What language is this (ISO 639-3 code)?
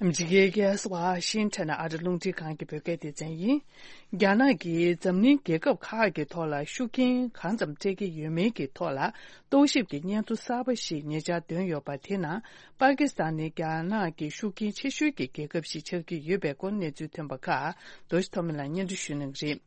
bod